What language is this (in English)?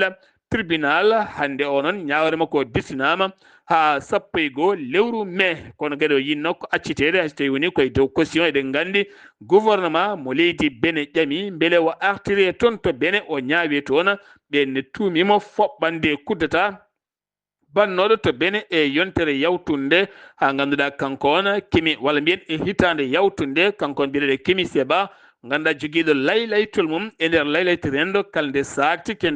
Fula